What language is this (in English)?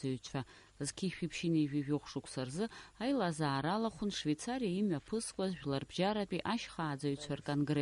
Abkhazian